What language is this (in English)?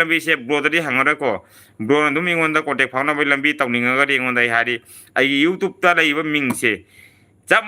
Manipuri